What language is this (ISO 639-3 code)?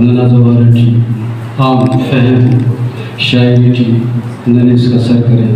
brh